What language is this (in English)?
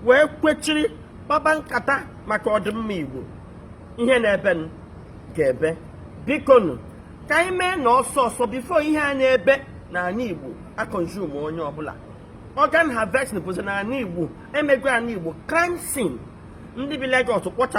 Igbo